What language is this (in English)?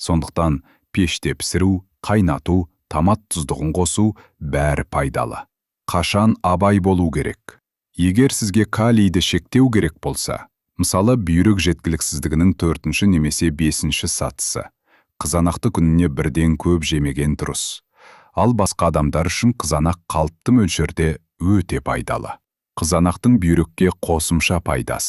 Kazakh